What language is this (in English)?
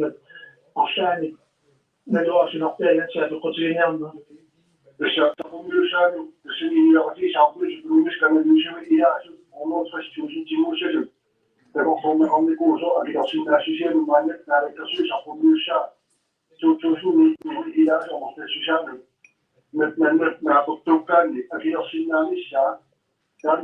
Kalaallisut